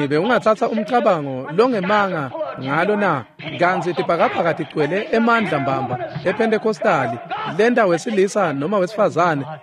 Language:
Swati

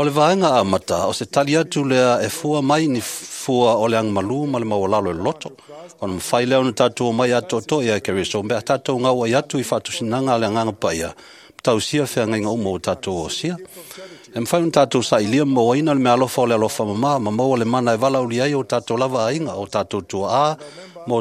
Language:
Samoan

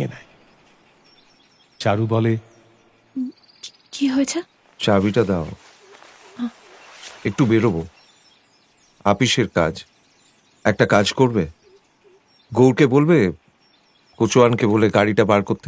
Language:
Bangla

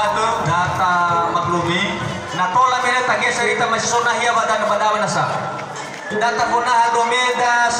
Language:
Nias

